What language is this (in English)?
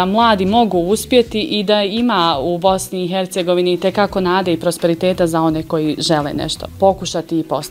Bosnian